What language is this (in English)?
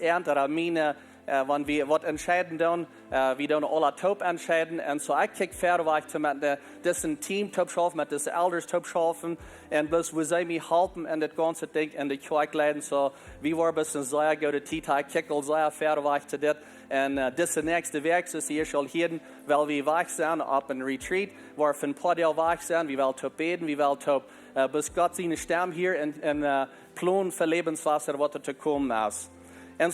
Plautdietsch